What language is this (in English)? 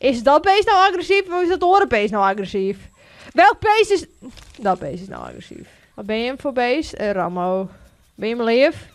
Western Frisian